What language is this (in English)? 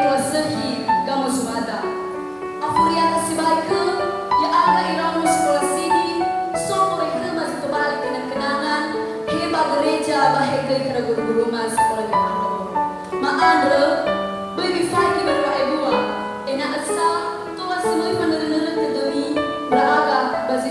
Nias